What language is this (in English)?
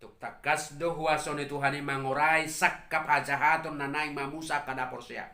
Batak Toba